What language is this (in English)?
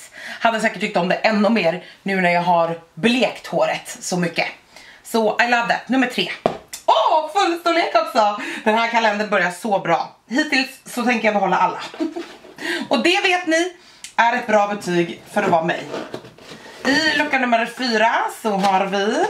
Swedish